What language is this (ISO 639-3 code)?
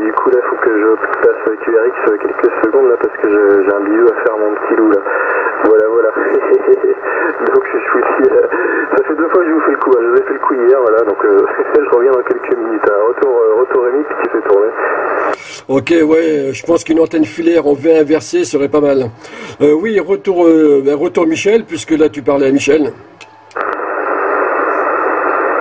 fra